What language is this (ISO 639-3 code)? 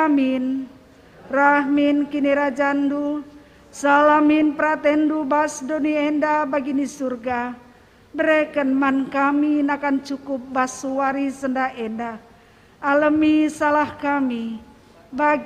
btx